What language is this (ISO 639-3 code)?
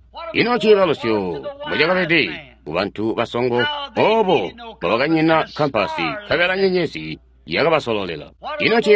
toi